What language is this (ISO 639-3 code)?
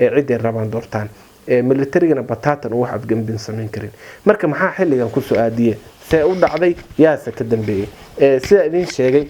som